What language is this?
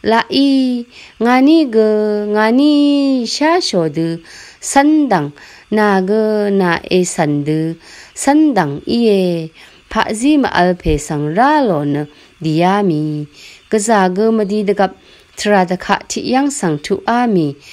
Rawang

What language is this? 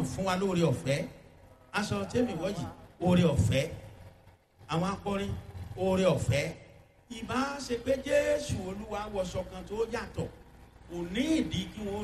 Yoruba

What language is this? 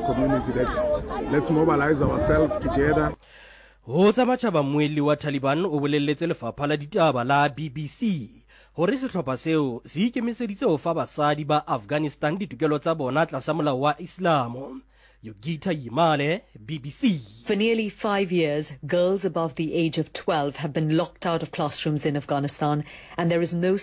Southern Sotho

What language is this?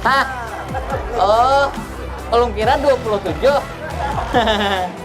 Banjar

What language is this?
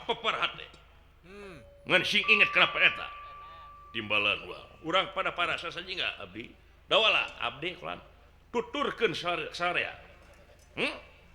Sundanese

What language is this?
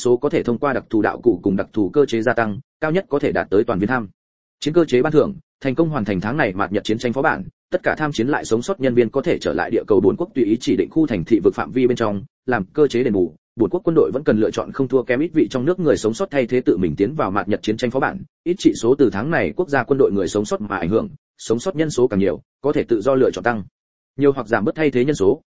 Vietnamese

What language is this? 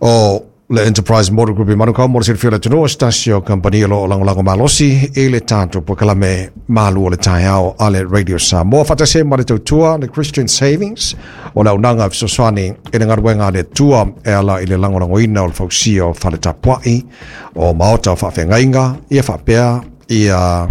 Samoan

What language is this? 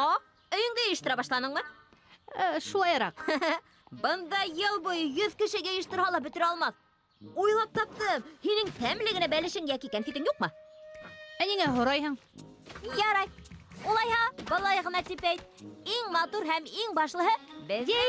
Bashkir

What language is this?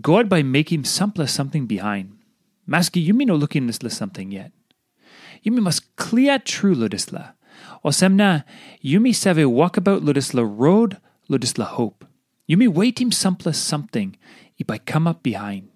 Tok Pisin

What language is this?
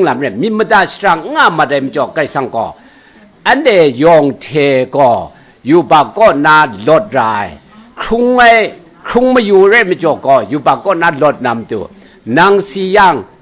Kachin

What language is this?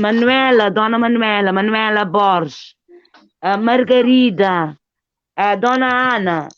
Kabuverdianu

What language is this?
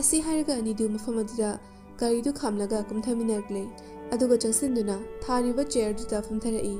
Manipuri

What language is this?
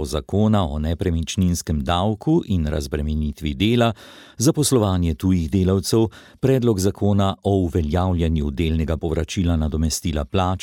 Slovenian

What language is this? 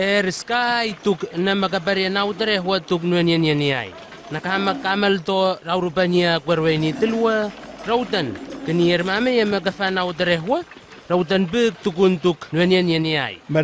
Southwest Tanna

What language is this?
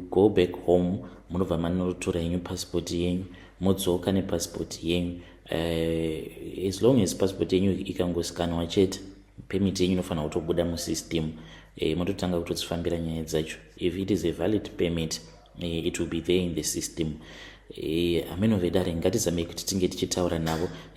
Shona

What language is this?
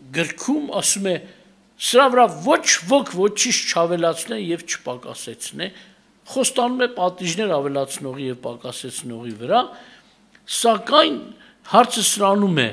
Armenian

